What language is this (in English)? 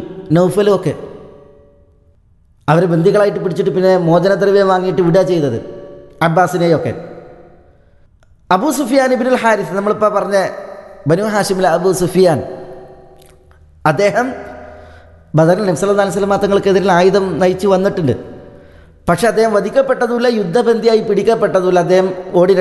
Malayalam